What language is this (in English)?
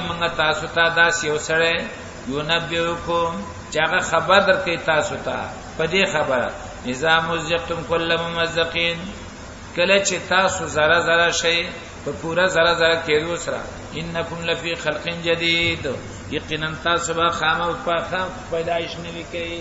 Pashto